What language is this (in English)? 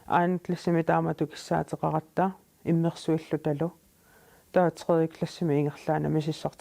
Kalaallisut